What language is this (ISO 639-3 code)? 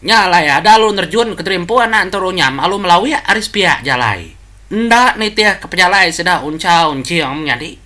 iba